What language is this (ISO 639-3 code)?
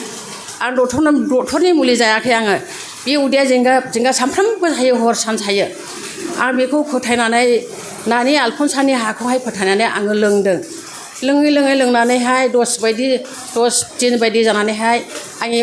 brx